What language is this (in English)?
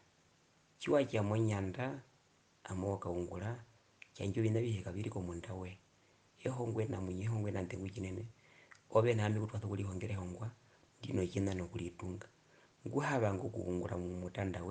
Herero